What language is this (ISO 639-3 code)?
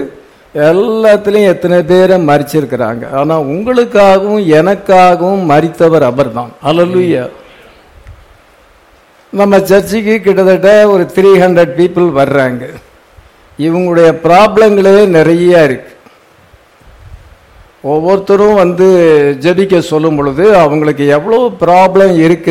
tam